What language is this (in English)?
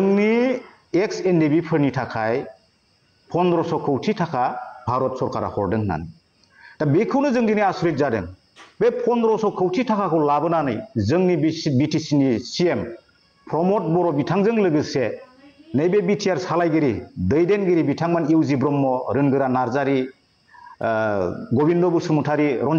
Bodo